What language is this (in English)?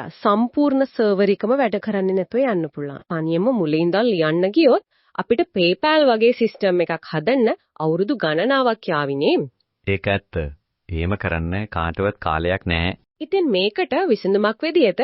Sinhala